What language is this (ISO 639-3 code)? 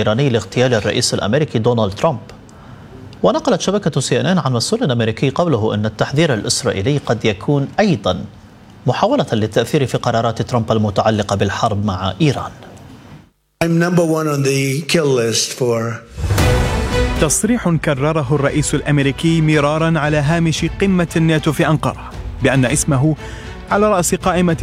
ara